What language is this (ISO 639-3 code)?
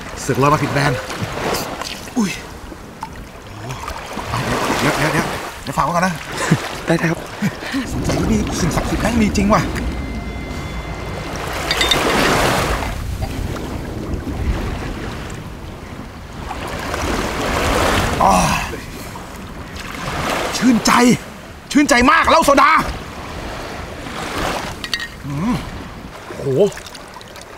tha